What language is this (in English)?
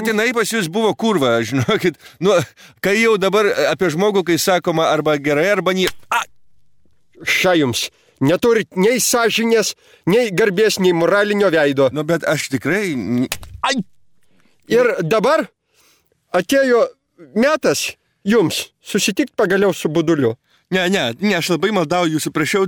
Lithuanian